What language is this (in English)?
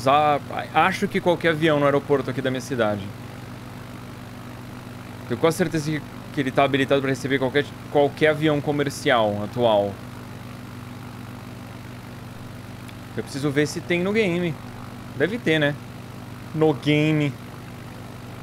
Portuguese